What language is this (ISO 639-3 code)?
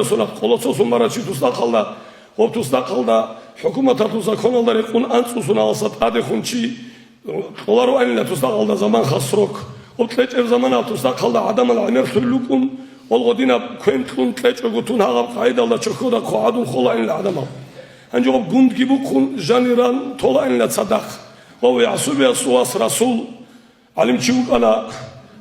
ava